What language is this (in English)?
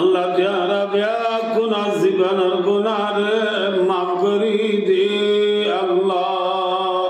Rohingya